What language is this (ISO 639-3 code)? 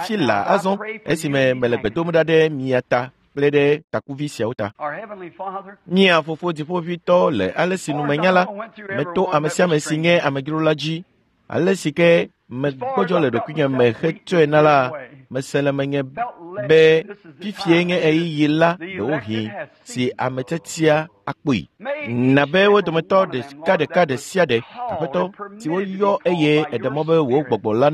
ewe